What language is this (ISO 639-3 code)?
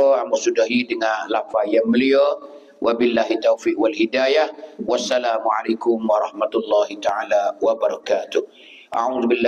mfa